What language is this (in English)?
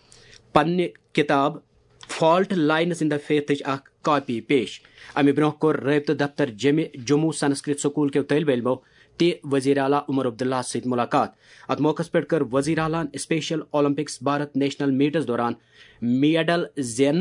Kashmiri